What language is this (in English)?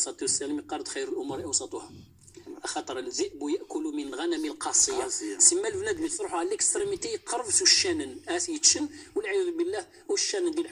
Moroccan Arabic